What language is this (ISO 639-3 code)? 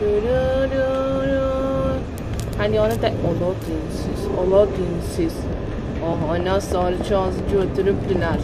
azb